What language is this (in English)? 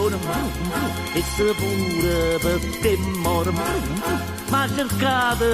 Neapolitan